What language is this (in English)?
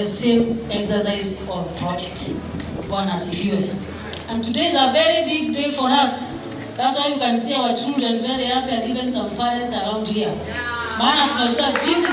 Meru